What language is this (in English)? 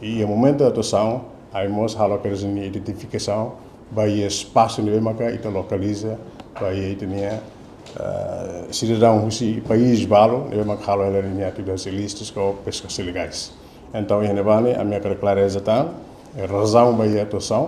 Tetum